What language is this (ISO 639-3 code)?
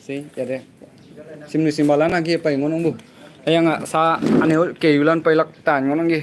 nag